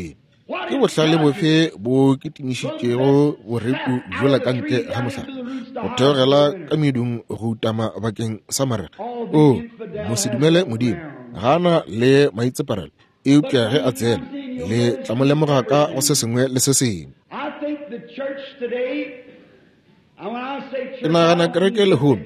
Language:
Northern Sotho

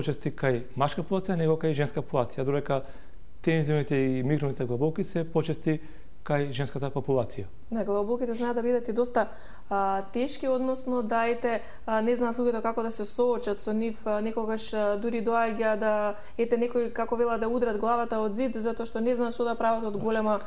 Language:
Macedonian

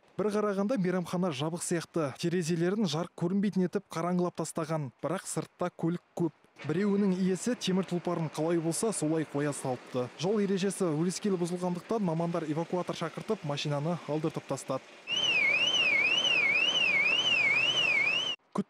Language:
Kazakh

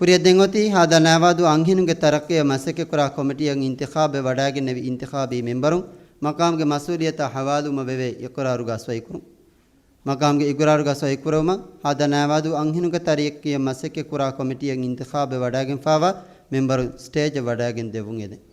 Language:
Divehi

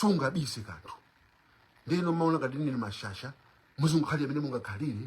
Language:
Nyanja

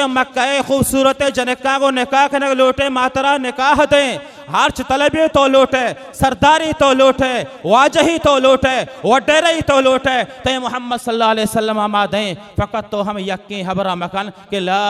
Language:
Baluchi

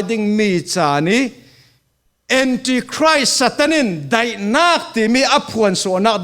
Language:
Falam Chin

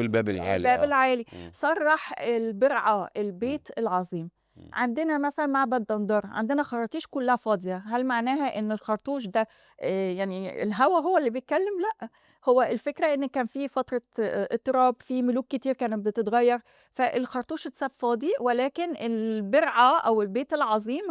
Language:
Egyptian Arabic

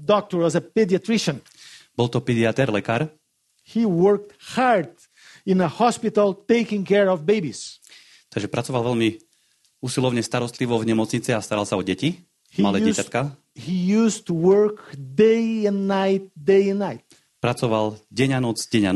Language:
Slovak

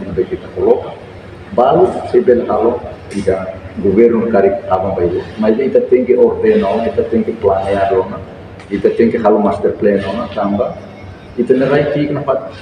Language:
Tetum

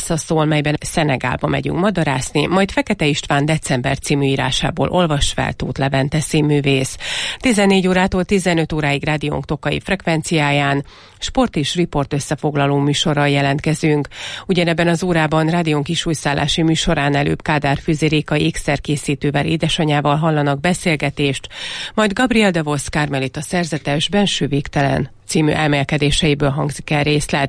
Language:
Hungarian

